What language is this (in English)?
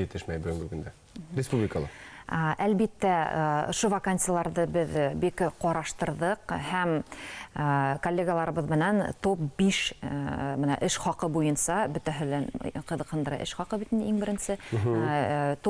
Bashkir